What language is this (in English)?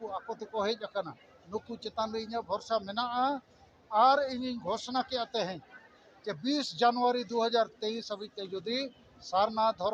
Santali